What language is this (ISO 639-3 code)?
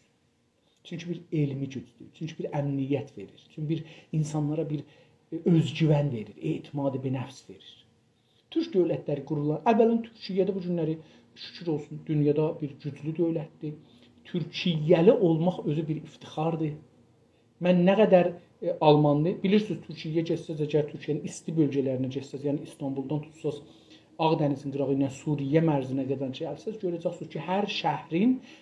azb